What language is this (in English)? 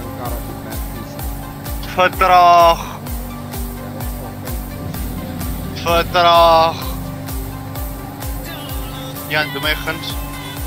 Afrikaans